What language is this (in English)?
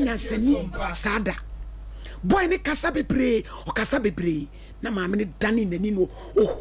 Akan